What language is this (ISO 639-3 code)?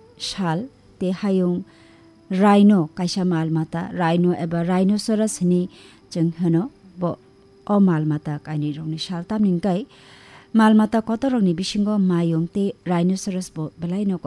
trp